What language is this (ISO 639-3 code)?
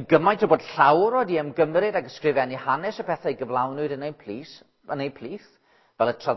cym